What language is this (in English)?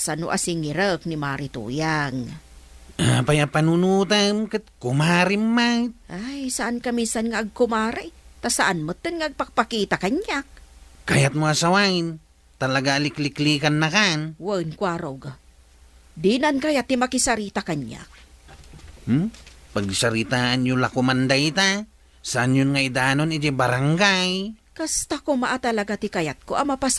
Iloko